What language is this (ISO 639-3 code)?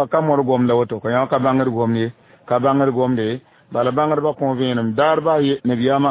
mos